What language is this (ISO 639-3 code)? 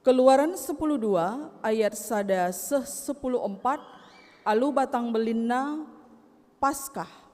btx